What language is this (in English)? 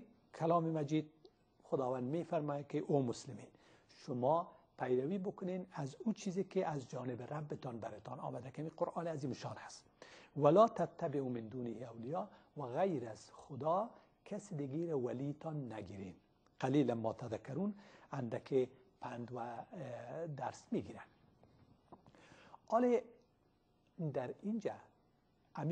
Persian